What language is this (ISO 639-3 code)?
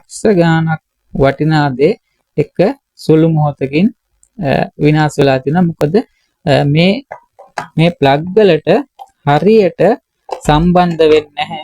sin